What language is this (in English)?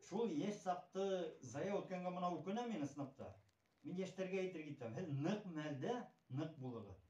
Bashkir